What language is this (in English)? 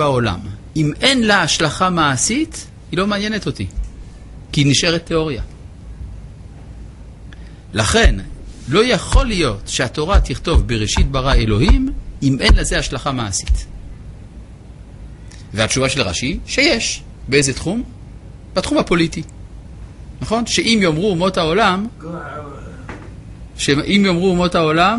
Hebrew